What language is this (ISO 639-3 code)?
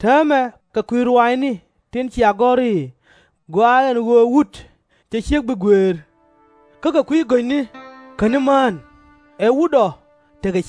nus